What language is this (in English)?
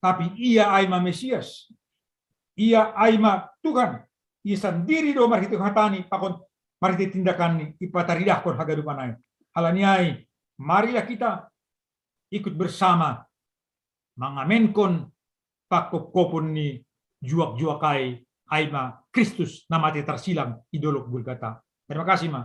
Batak Simalungun